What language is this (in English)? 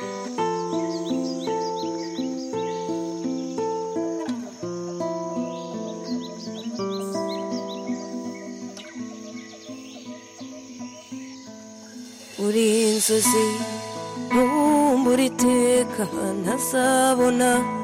Kinyarwanda